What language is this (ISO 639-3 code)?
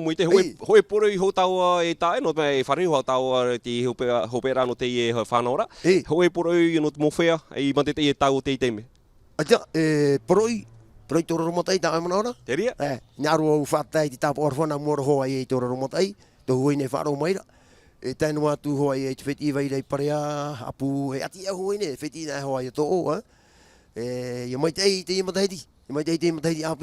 tah